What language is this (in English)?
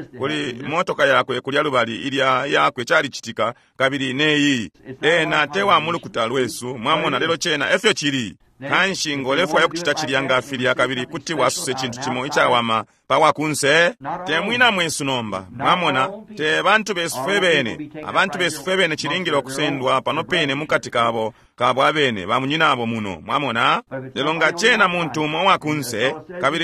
Bemba